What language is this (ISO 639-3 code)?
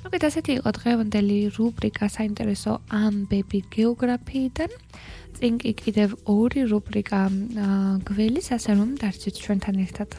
kat